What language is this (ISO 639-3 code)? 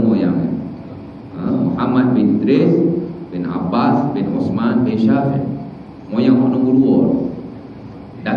msa